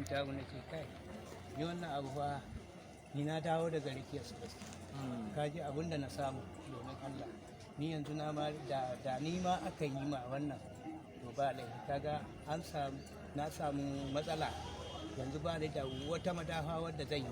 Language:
Hausa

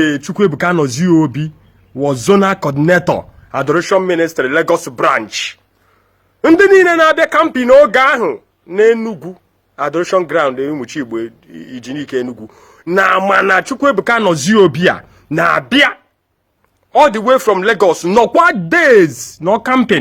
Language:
Igbo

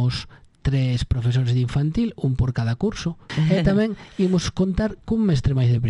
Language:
Galician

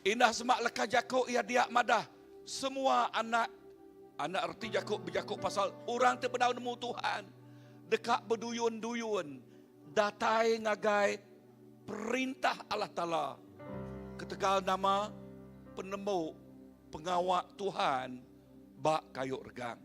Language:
Iban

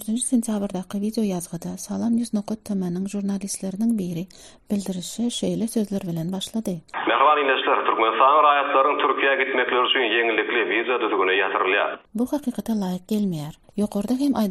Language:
Kyrgyz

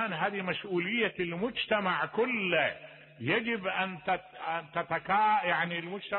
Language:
Mesopotamian Arabic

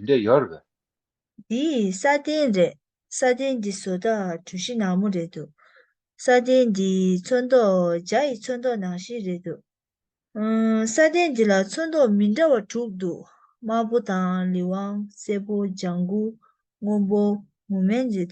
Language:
Tibetan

